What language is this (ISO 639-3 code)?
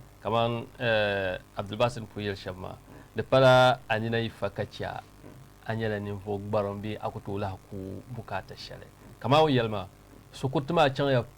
dag